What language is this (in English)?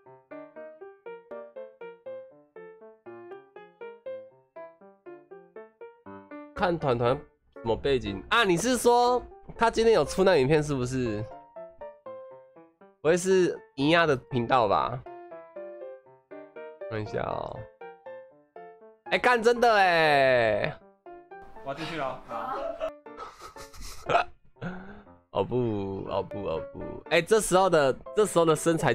Chinese